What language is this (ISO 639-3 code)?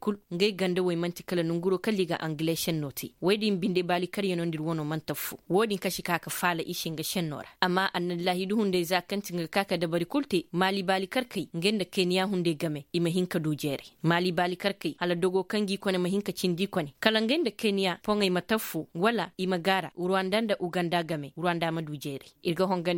ses